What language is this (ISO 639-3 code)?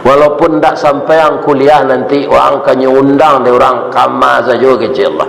min